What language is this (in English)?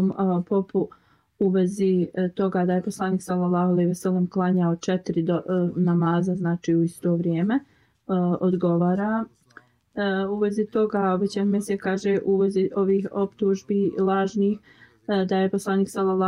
Bosnian